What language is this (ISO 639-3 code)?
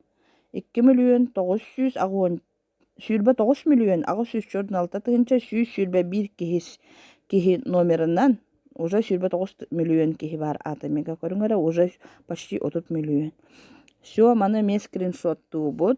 sah